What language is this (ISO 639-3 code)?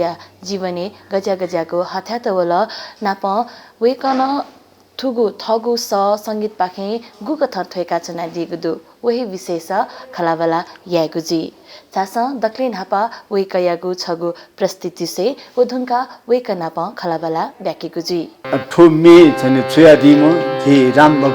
new